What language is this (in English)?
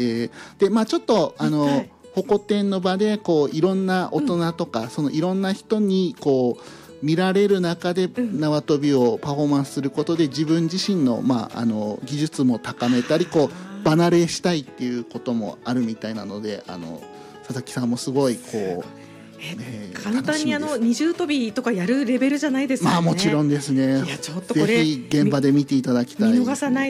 Japanese